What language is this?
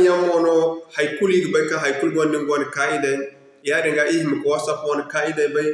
Zarma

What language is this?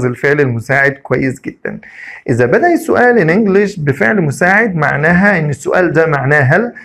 Egyptian Arabic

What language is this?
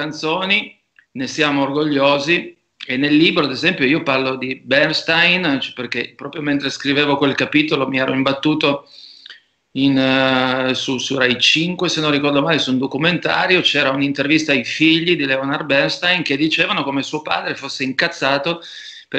Italian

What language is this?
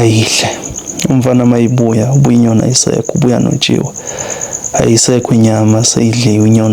Zulu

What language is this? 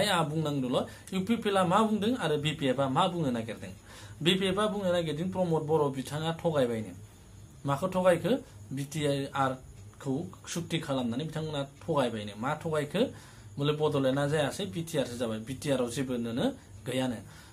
Bodo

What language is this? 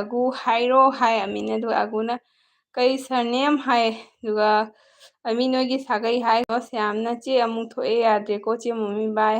Manipuri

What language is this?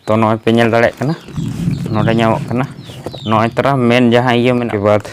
Santali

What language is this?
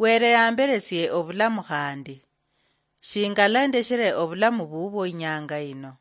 Luyia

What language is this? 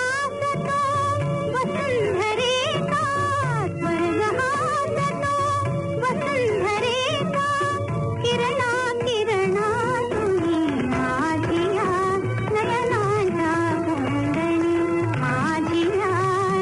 Marathi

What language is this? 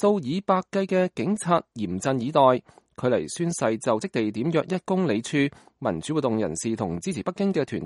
Cantonese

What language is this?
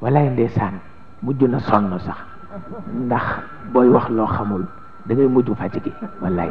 Wolof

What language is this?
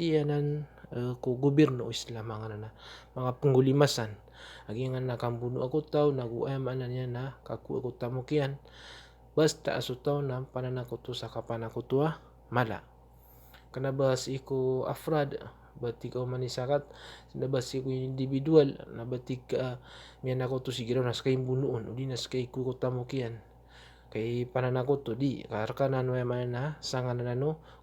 Maranao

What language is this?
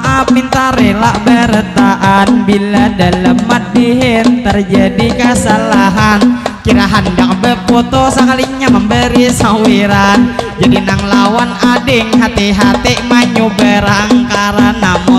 Banjar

